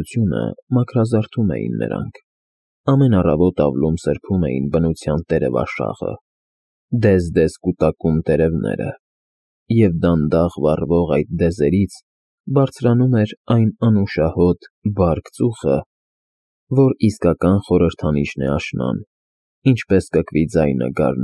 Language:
Armenian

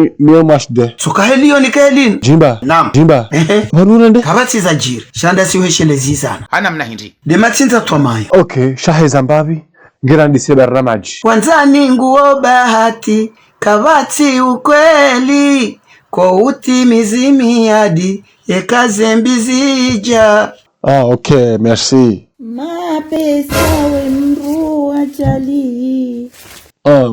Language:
Ngazidja Comorian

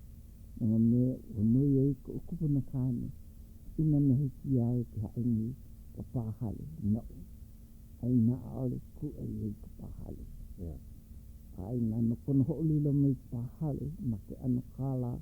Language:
Hawaiian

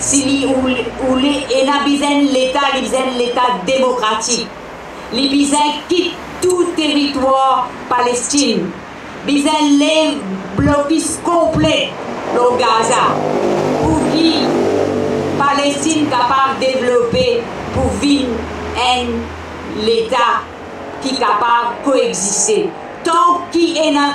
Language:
Morisyen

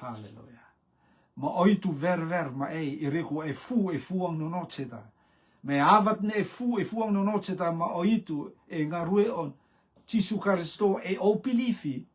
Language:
Rotuman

